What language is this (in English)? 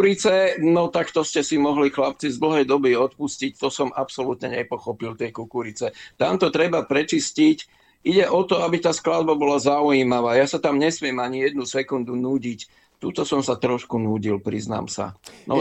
Slovak